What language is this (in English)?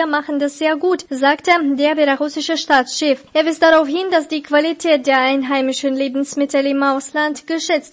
German